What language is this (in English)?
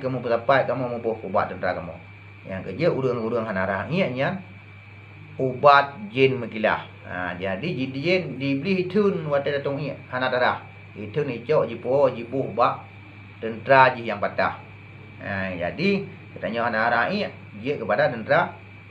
Achinese